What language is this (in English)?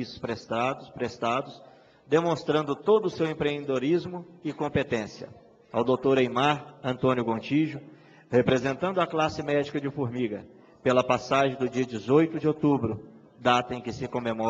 Portuguese